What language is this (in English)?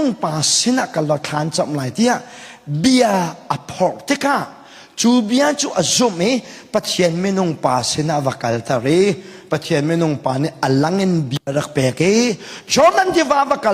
Hakha Chin